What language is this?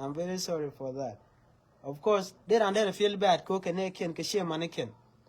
Nuer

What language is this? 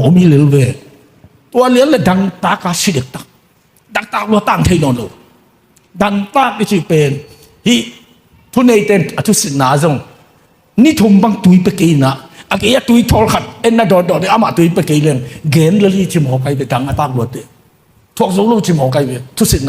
Tedim Chin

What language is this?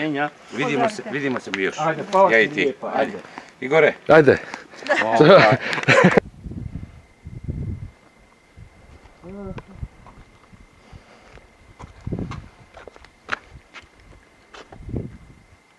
Croatian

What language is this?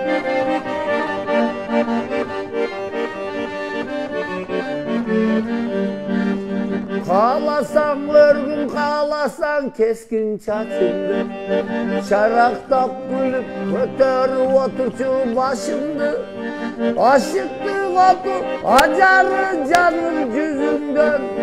Kyrgyz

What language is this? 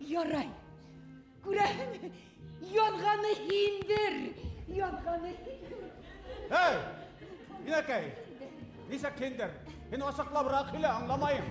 Bashkir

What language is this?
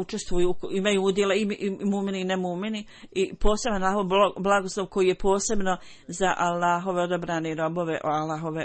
Bosnian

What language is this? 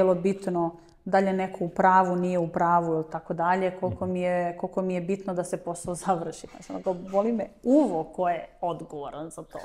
Serbian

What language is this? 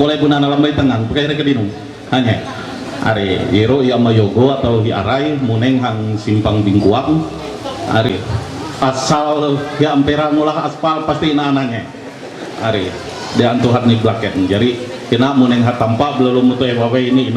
Ma'anyan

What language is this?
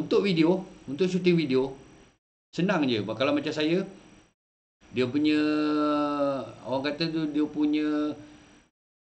Malay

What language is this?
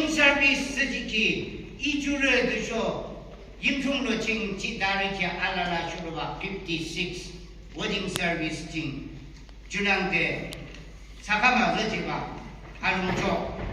Yimchungru Naga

